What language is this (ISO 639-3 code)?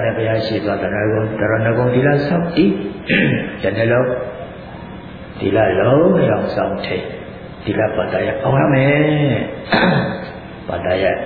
mya